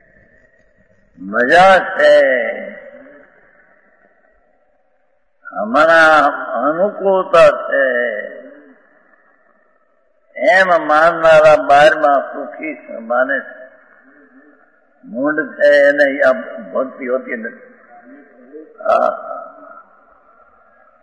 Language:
Gujarati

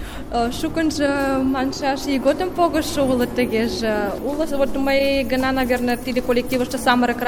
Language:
Mari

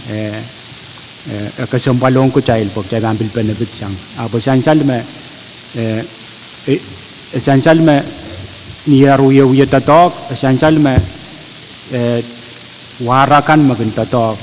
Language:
Pohnpeian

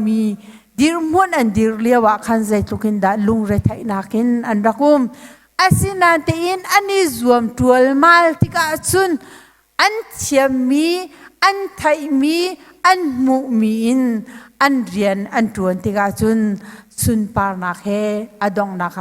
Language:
Hakha Chin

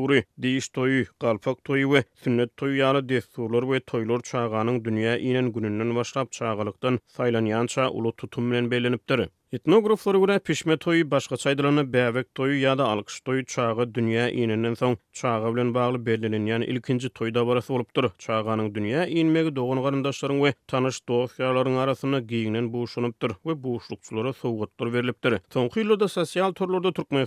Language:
Turkmen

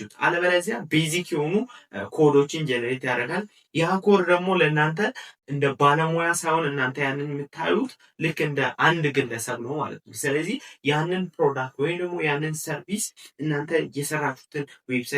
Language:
Amharic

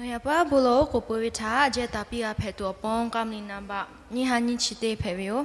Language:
Lahu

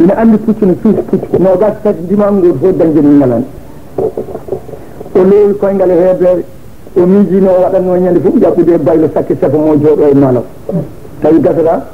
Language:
Fula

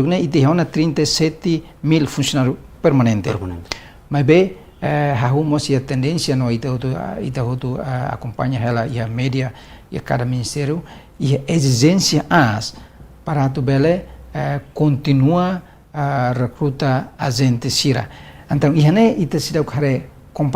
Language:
Tetum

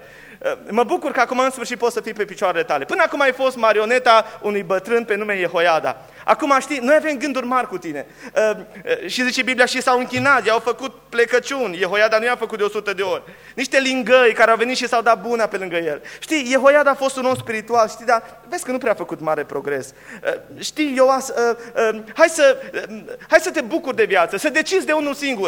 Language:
Romanian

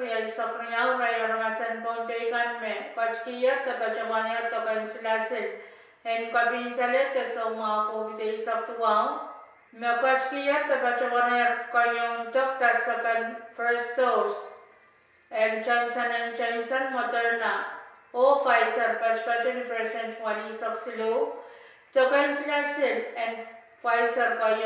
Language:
Pohnpeian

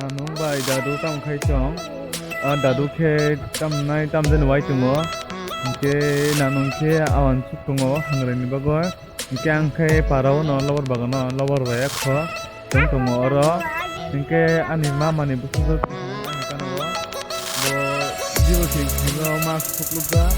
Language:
Kok Borok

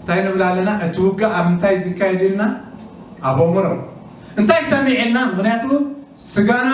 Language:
Tigrinya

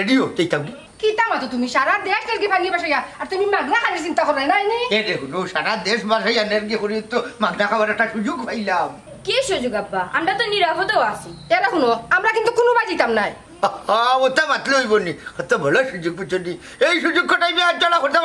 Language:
Sylheti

